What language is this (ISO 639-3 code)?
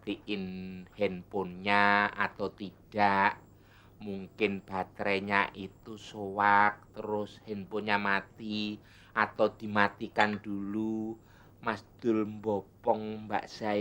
bew